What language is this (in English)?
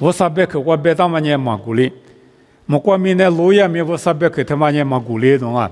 Lisu